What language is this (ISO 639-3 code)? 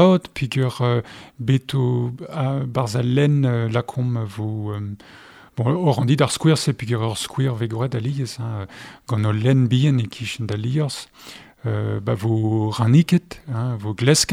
bre